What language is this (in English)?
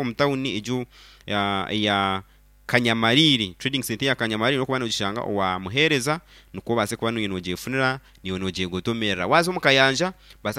Nyankole